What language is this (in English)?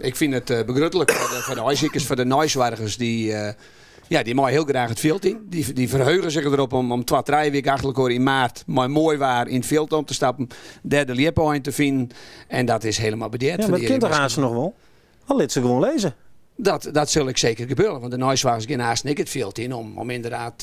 Western Frisian